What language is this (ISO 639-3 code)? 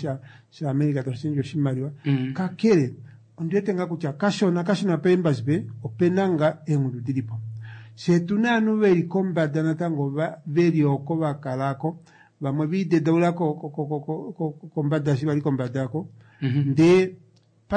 kua